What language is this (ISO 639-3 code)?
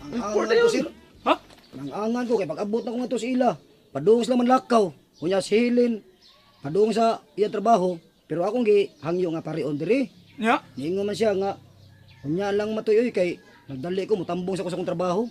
ceb